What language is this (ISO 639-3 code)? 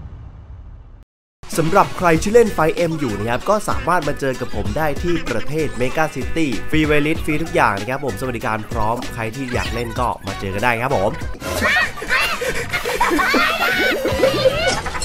tha